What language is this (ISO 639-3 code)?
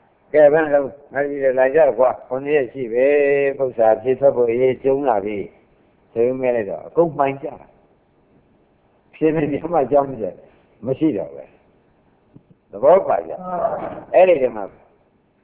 mya